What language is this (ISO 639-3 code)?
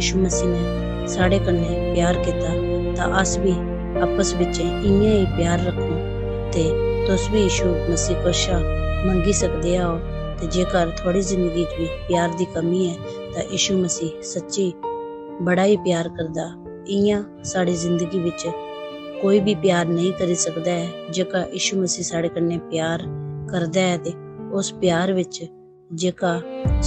doi